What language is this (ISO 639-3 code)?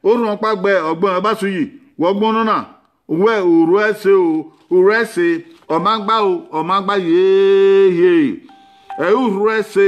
bin